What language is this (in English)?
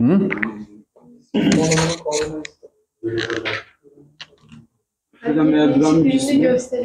Turkish